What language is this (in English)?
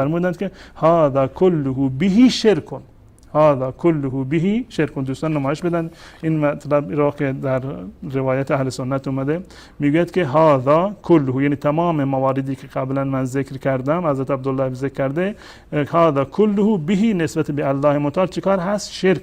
Persian